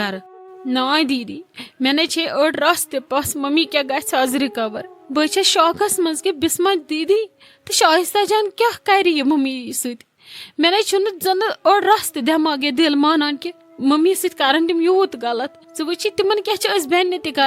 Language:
Kashmiri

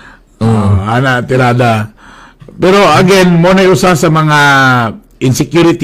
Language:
Cebuano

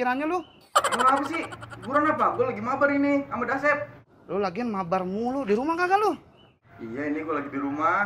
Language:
Betawi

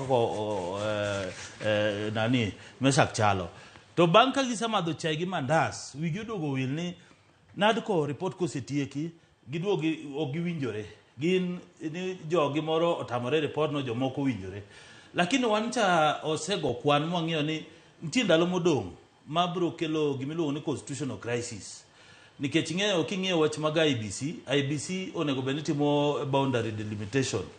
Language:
Luo (Kenya and Tanzania)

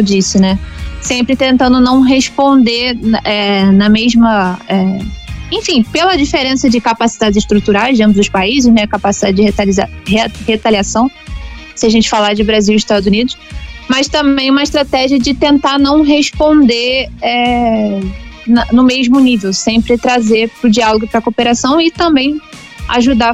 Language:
Portuguese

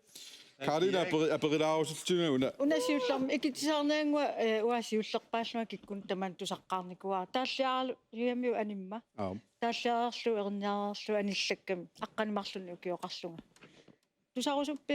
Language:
Kalaallisut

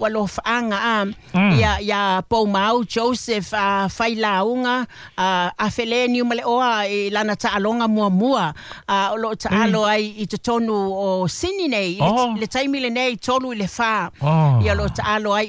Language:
Samoan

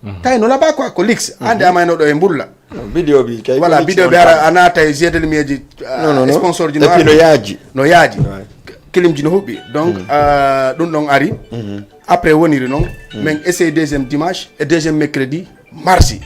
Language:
Fula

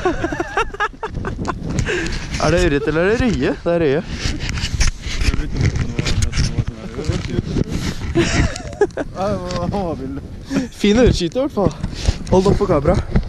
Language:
Norwegian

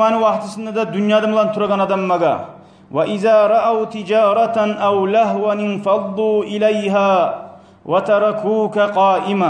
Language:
Kumyk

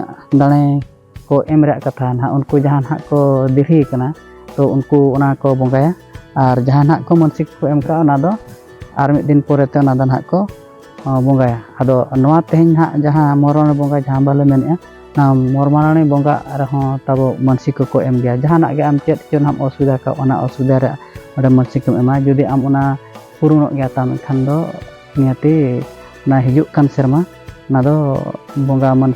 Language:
Santali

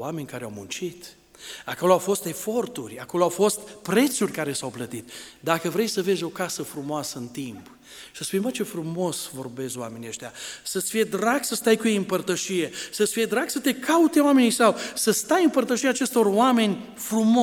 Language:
Romanian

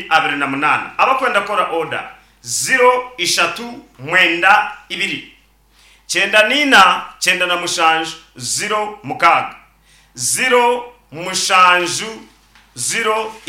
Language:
Nyankole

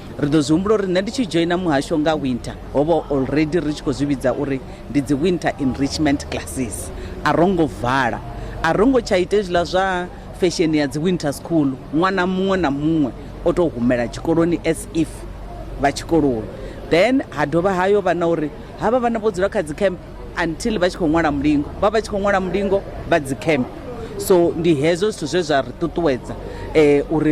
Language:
Venda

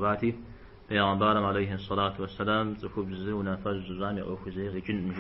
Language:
Kabardian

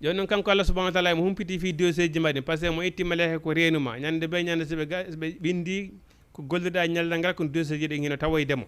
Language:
Fula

